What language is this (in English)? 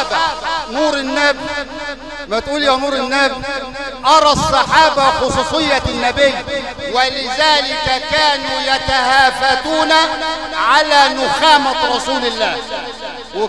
Arabic